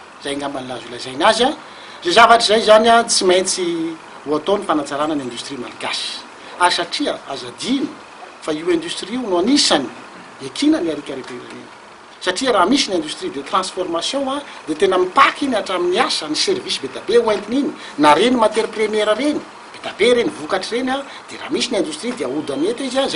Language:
Malagasy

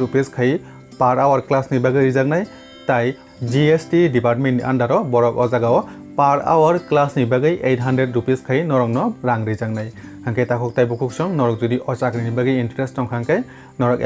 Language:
Kok Borok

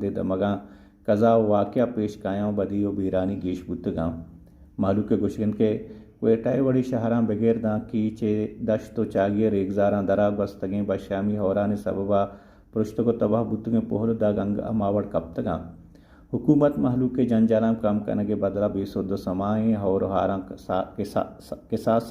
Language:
Baluchi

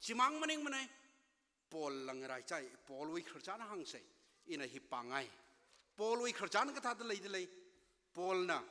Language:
Tangkhul Naga (India)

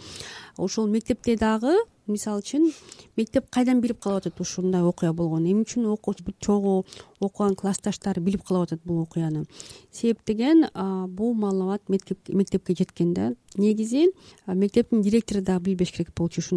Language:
Kyrgyz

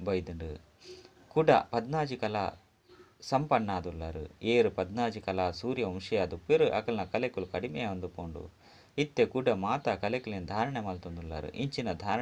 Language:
Tulu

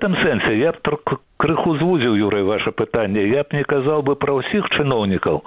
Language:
Belarusian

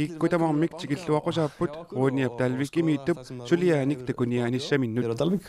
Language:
Kalaallisut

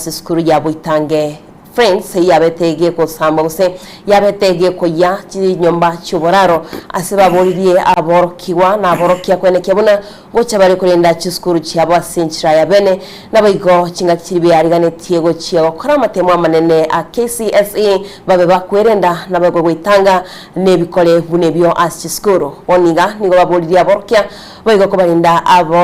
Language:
Gusii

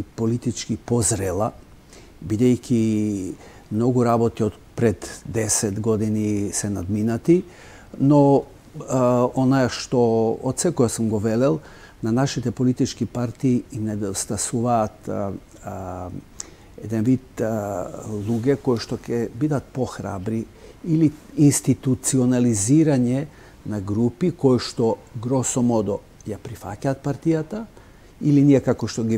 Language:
Macedonian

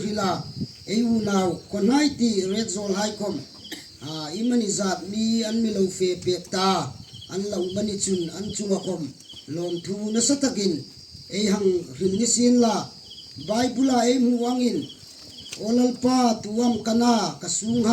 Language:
Hmar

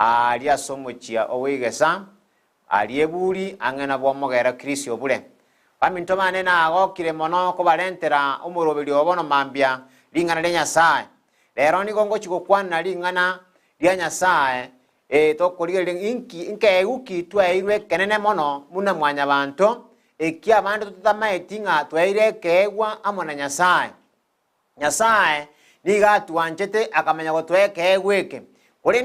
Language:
Gusii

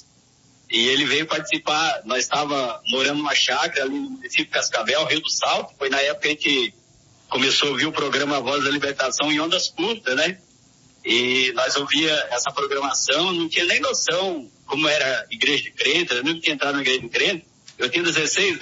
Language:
Portuguese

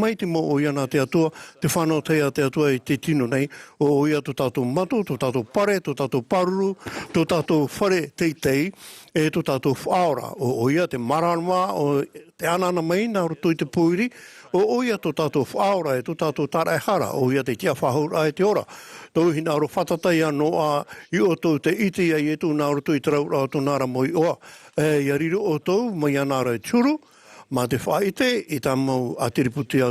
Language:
Tahitian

